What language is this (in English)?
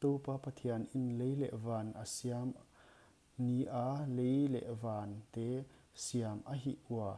Paite Chin